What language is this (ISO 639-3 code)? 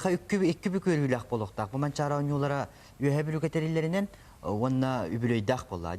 sah